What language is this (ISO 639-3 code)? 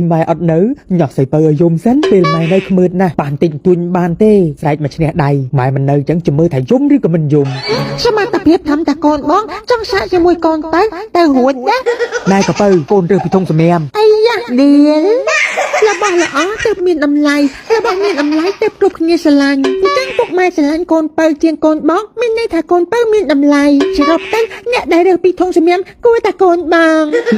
khm